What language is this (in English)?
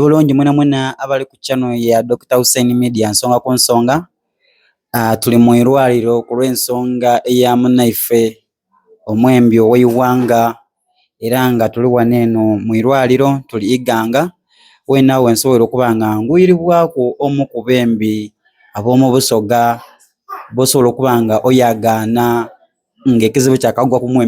Soga